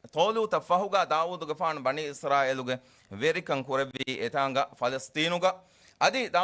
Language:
Divehi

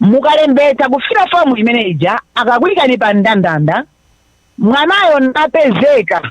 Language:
Nyanja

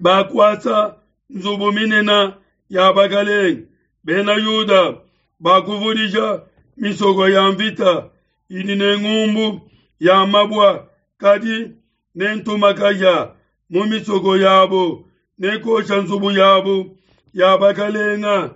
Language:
Luba-Lulua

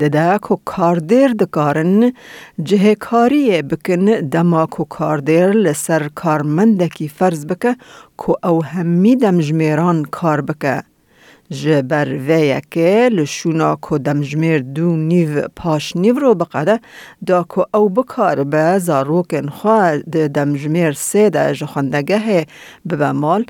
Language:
Kurdish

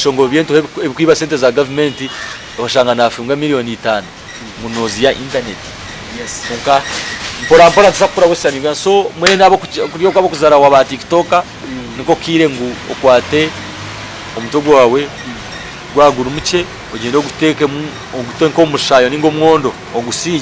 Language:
Nyankole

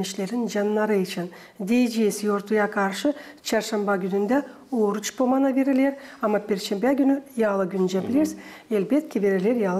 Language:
Gagauz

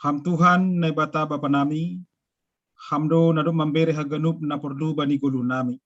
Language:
Batak Simalungun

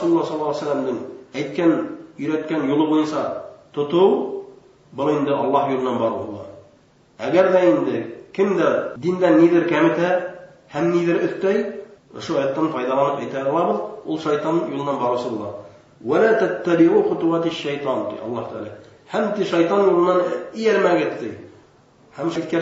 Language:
Bashkir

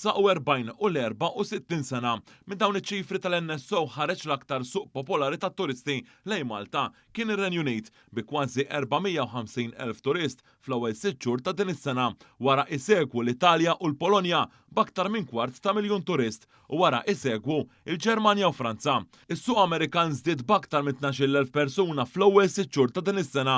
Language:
Maltese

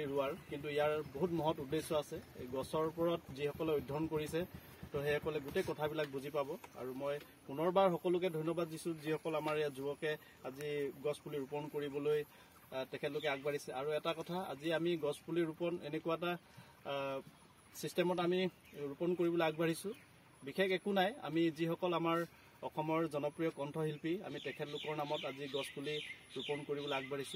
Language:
Assamese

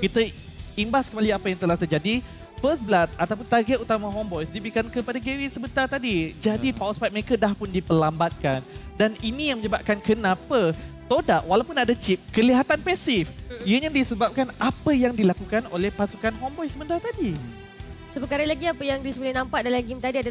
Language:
Malay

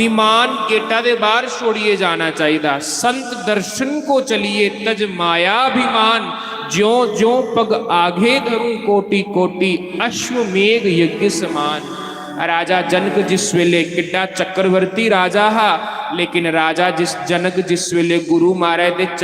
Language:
Dogri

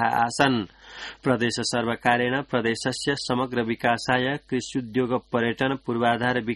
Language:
Sanskrit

